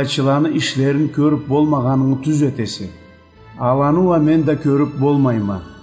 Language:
Karachay-Balkar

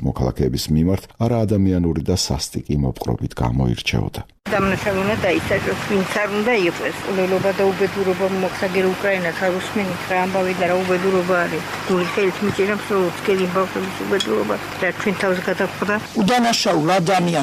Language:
Georgian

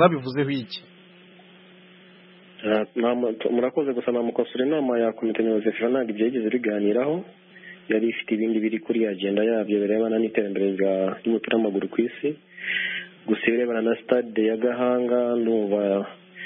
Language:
Kinyarwanda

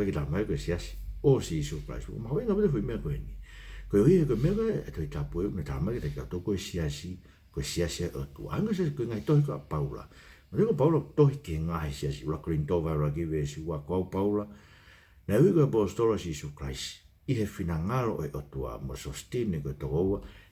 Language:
Tongan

